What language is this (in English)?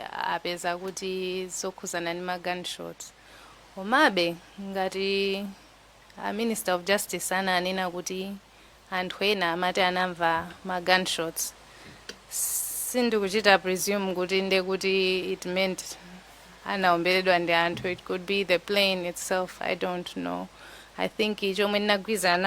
Nyanja